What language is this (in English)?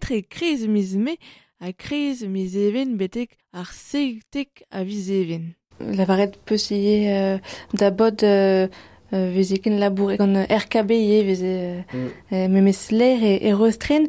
Breton